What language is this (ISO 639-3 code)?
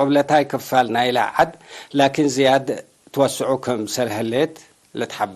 tig